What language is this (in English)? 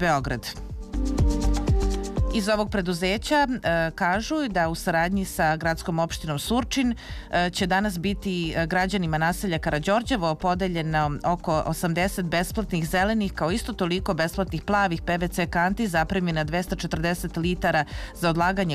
Serbian